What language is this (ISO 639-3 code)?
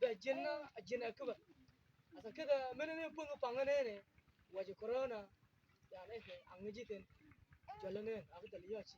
mfz